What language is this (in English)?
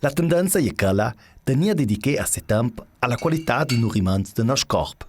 Ladin